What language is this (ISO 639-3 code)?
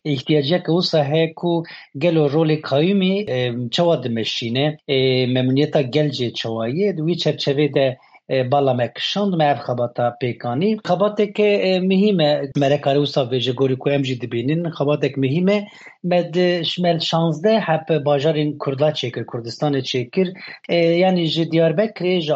kur